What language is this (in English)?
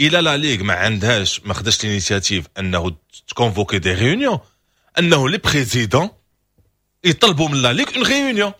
Moroccan Arabic